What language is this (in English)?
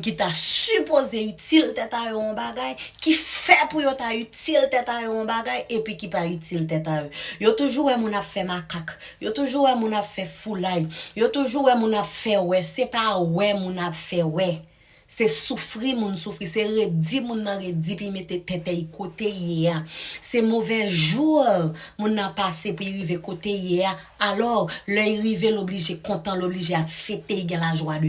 Haitian Creole